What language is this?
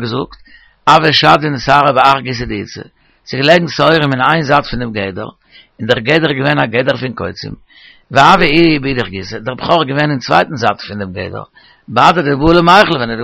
Yiddish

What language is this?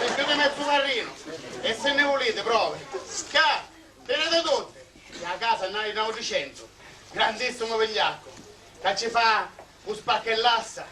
Sicilian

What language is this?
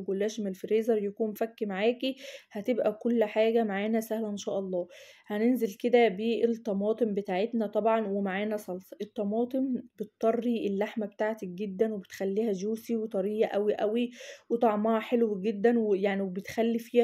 Egyptian Arabic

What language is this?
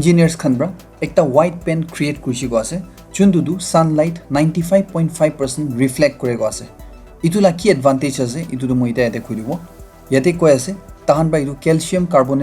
Naga Pidgin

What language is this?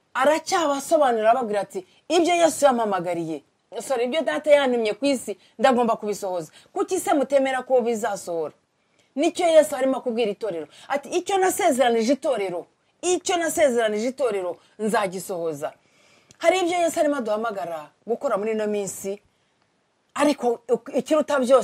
Kinyarwanda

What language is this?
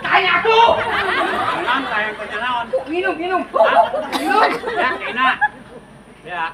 Sundanese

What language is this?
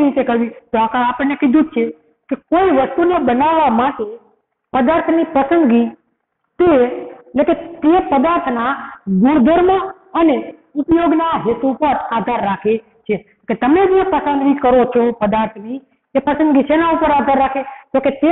Gujarati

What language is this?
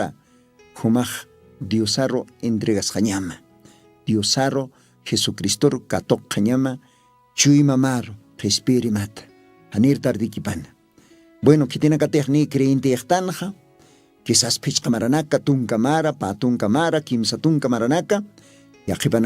Aymara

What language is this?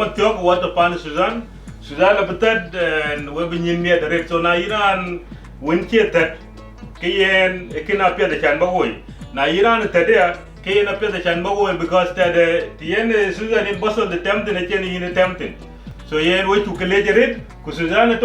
Dinka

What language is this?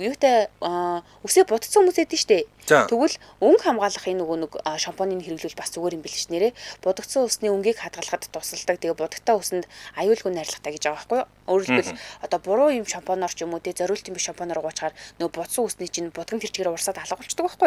Mongolian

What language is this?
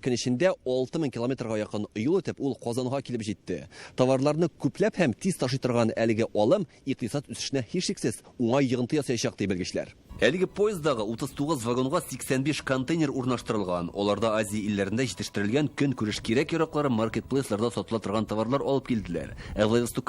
Tatar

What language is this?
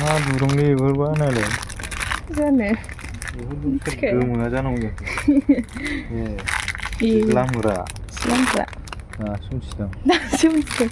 Bodo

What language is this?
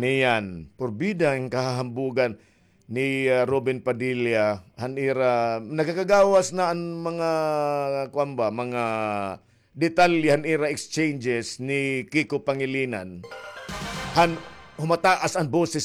Waray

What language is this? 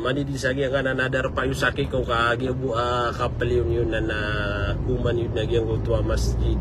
Maranao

